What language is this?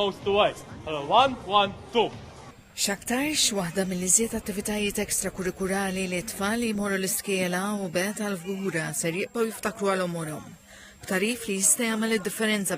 Maltese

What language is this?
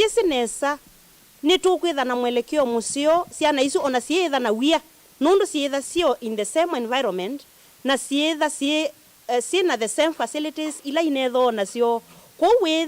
Kamba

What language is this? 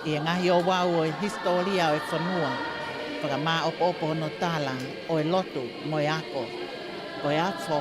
Tongan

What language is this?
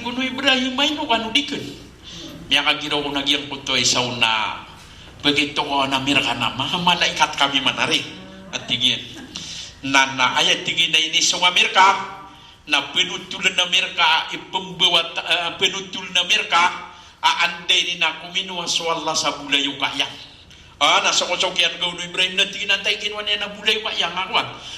Maranao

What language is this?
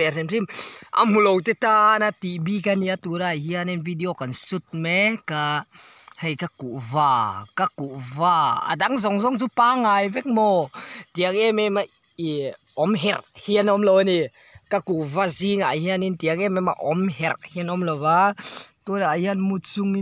Mizo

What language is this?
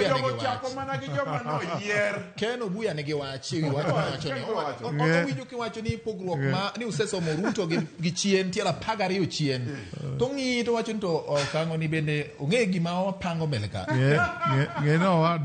Luo (Kenya and Tanzania)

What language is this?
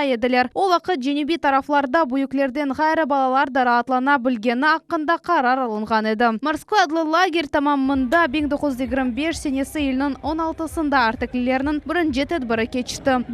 Crimean Tatar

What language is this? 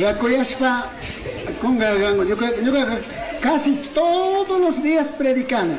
Chimborazo Highland Quichua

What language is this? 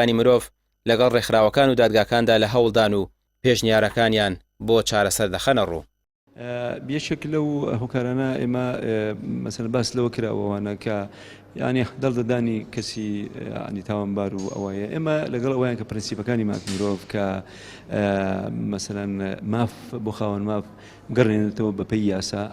Central Kurdish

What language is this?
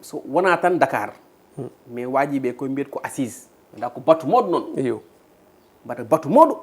Fula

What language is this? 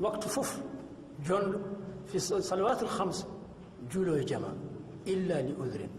Fula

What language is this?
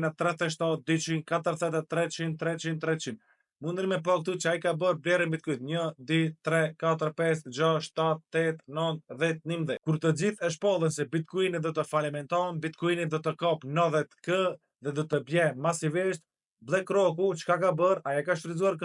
Albanian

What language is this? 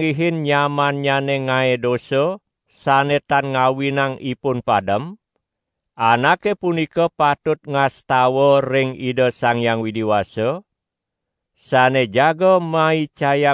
Balinese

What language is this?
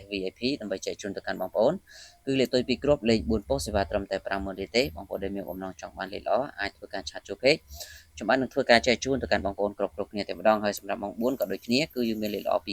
Khmer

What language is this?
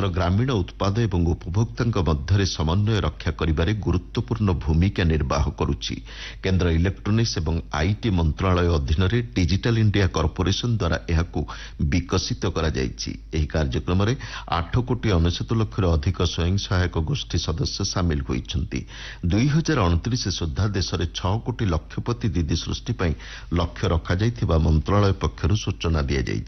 Odia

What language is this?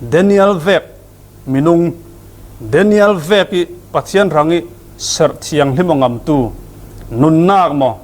Falam Chin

